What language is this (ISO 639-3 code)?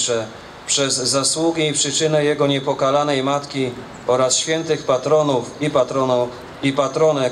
pol